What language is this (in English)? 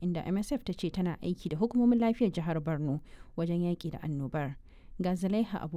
Hausa